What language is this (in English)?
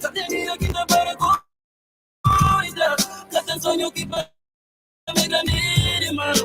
Kabuverdianu